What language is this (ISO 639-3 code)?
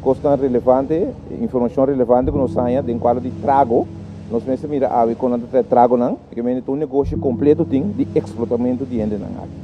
pap